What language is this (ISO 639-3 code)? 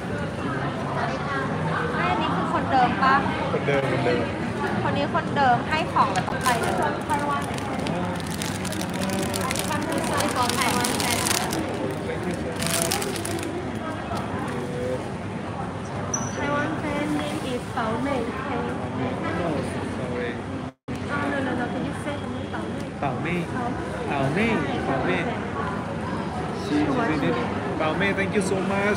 tha